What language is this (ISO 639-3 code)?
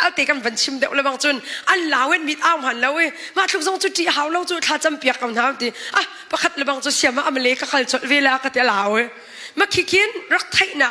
cnh